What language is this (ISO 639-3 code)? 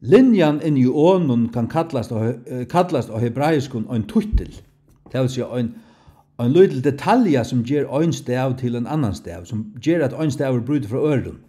fao